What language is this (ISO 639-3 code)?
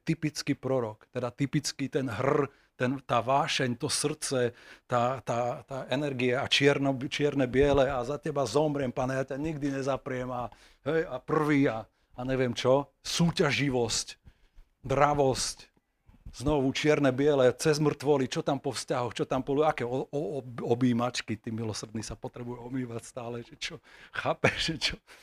slk